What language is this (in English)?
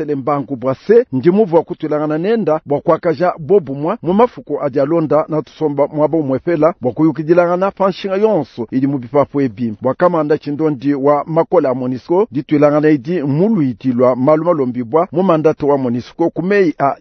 Luba-Lulua